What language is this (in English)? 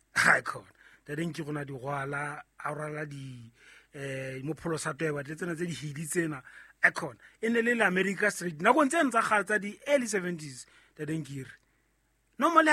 Southern Sotho